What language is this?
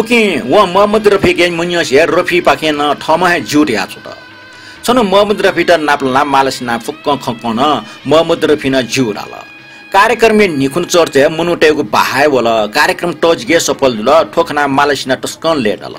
Newari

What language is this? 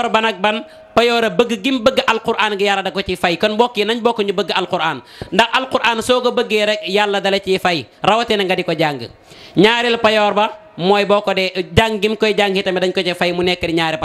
Wolof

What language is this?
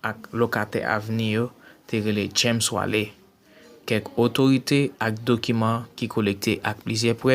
Haitian Creole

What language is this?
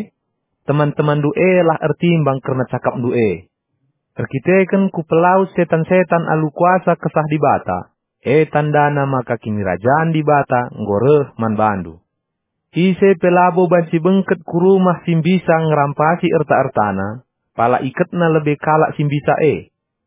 Batak Karo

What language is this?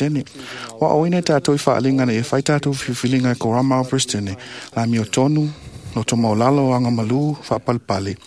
Samoan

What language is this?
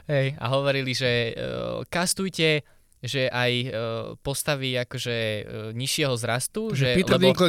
Slovak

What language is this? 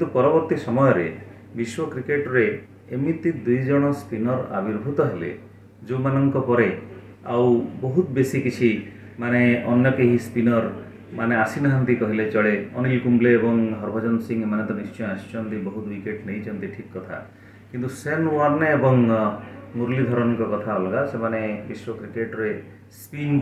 Odia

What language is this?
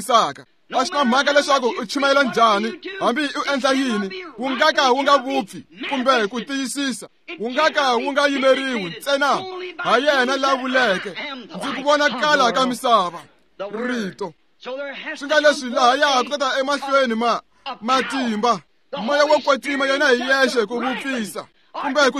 Tsonga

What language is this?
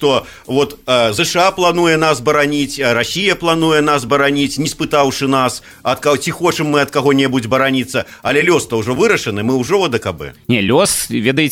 Belarusian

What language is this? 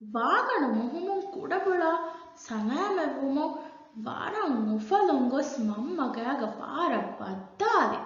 Divehi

